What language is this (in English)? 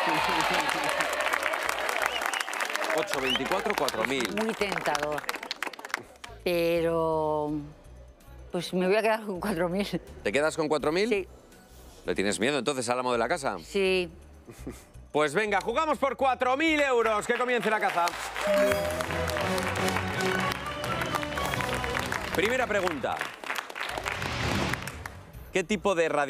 Spanish